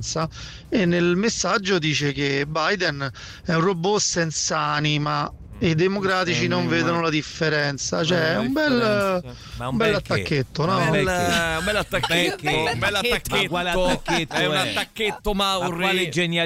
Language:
Italian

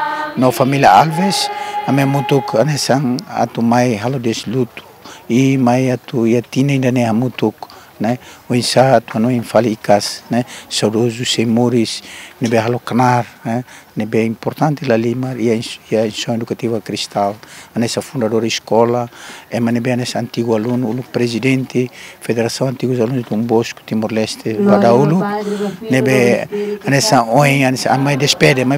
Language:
Tetum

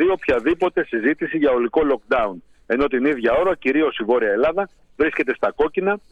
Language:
Greek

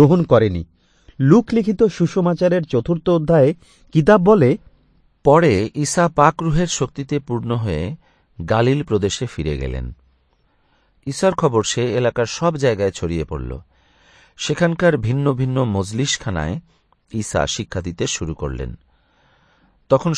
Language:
Bangla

